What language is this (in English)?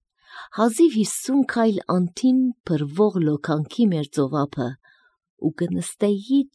Armenian